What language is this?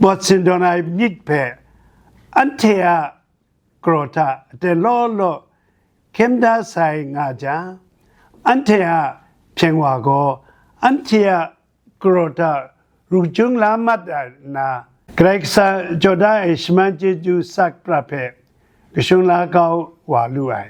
Kachin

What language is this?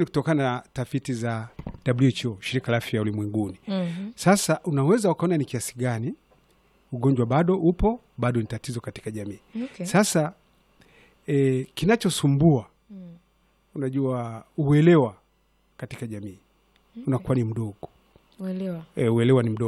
Swahili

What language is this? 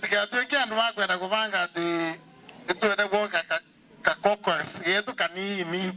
Meru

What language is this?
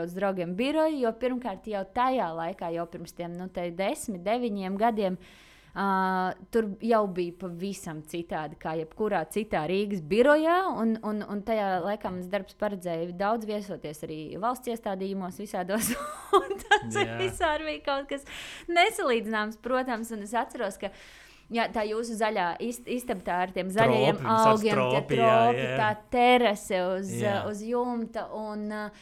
Latvian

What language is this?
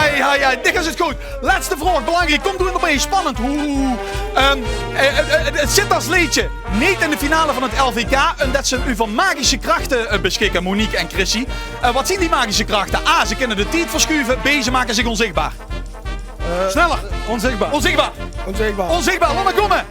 Limburgish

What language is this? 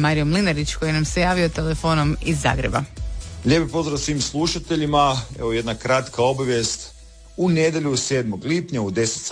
Croatian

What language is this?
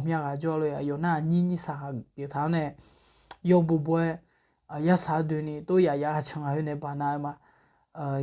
Akha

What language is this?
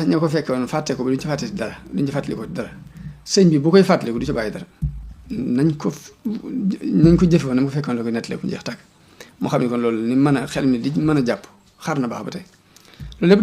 Wolof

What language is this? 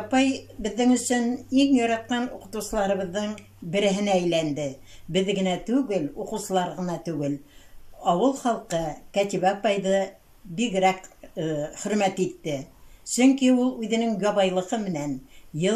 Bashkir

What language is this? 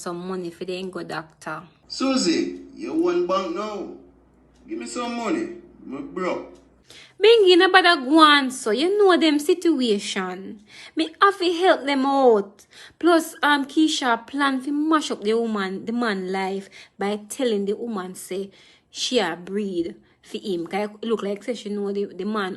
Jamaican Creole English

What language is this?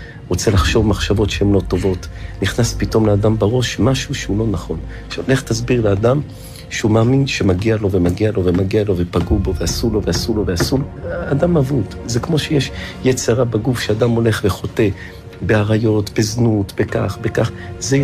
Hebrew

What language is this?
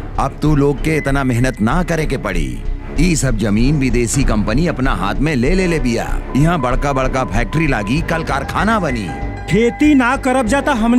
Bhojpuri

